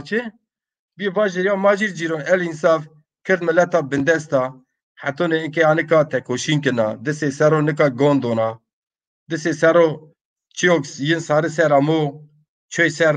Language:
Zaza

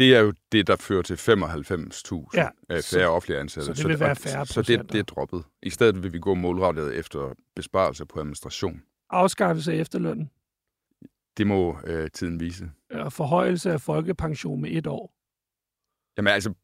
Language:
Danish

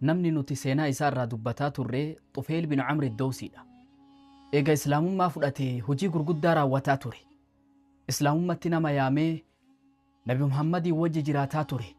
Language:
Oromo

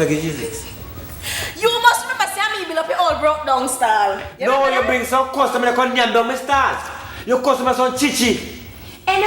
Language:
Jamaican Creole English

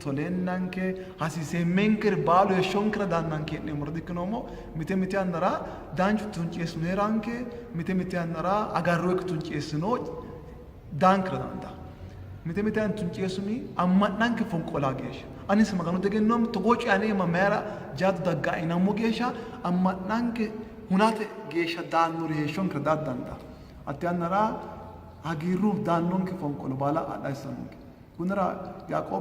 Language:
Sidamo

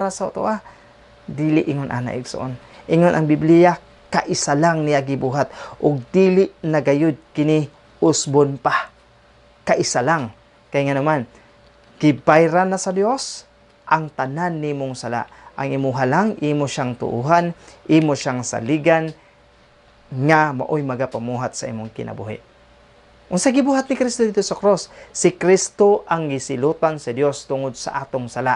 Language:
Cebuano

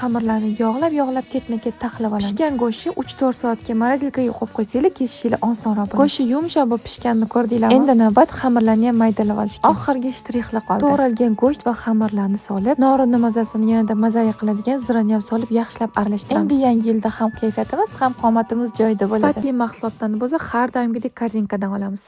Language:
Uzbek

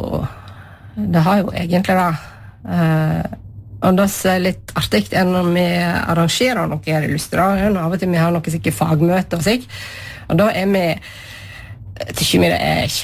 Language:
Norwegian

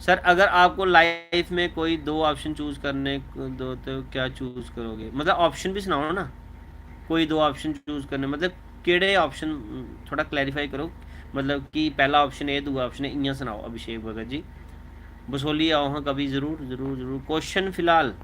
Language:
Dogri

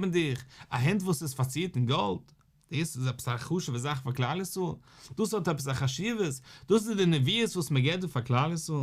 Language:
Yiddish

